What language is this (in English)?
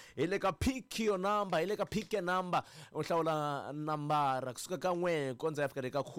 Tsonga